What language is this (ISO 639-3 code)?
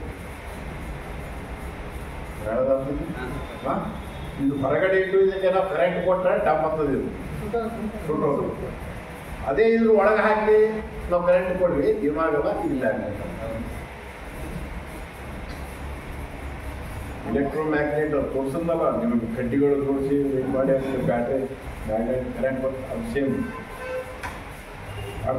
kan